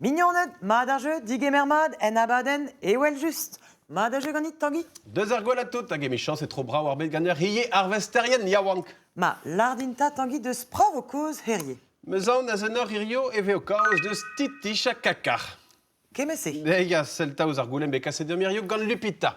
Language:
Breton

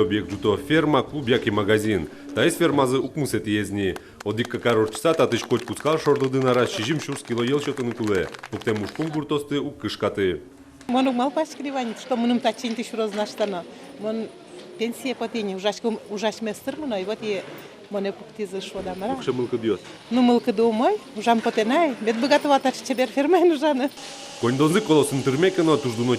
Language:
Udmurt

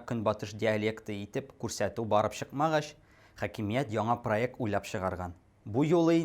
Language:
Tatar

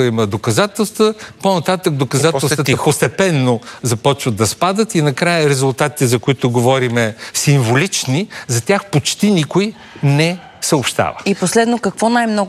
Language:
Bulgarian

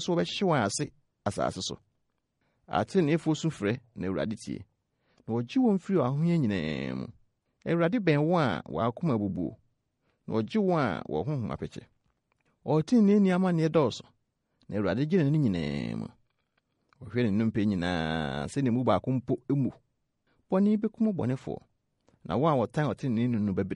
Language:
Akan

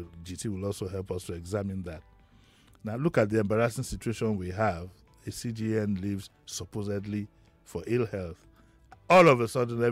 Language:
English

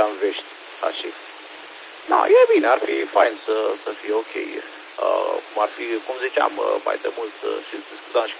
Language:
Romanian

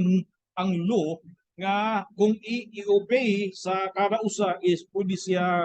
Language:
Cebuano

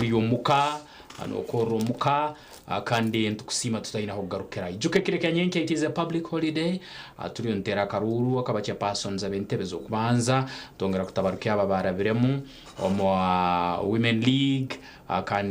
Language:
Nyankole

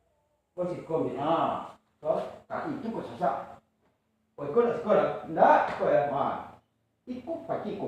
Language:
Minangkabau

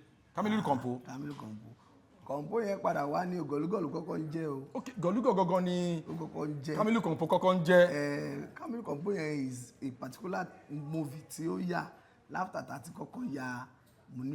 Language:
Yoruba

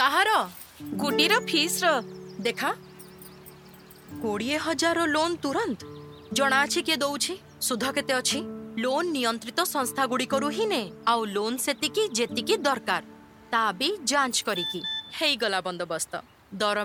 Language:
Odia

